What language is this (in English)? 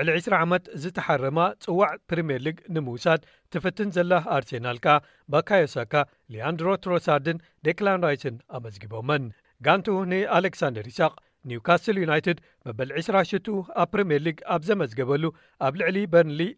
Tigrinya